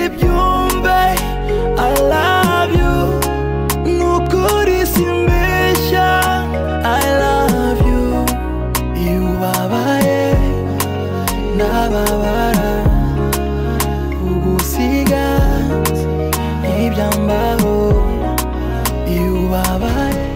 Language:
Kinyarwanda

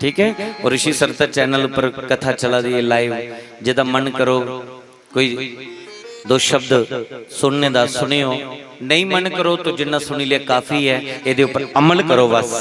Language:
Dogri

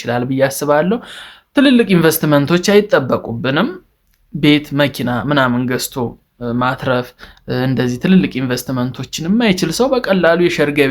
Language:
Amharic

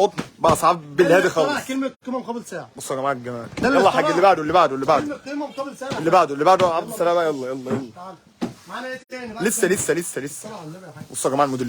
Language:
Egyptian Arabic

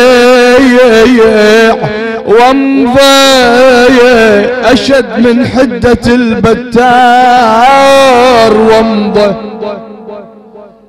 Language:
Arabic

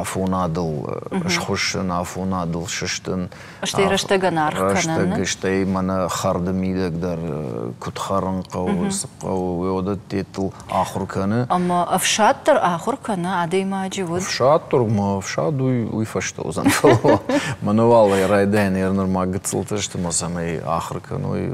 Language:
Ossetic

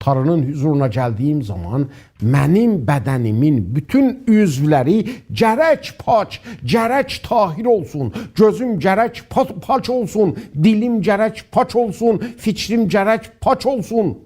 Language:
South Azerbaijani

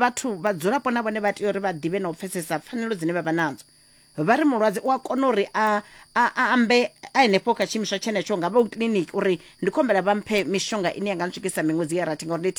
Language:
Venda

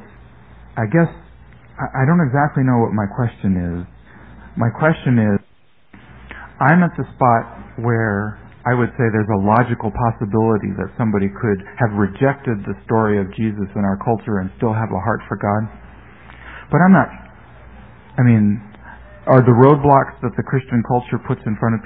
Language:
English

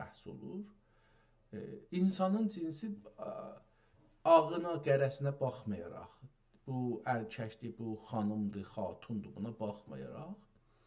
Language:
South Azerbaijani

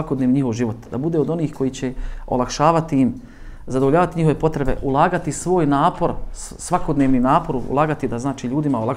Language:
Bosnian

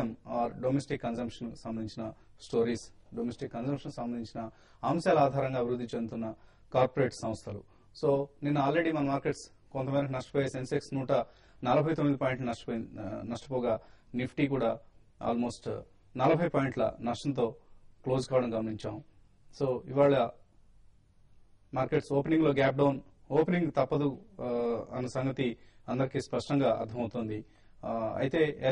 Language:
Telugu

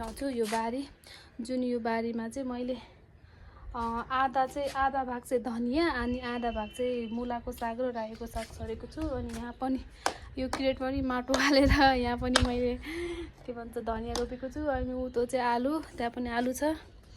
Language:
Nepali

